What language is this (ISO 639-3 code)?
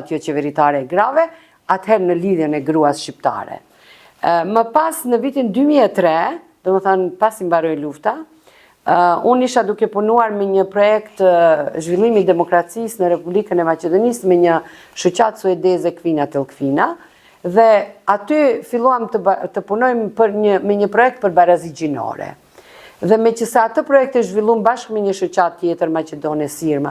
sqi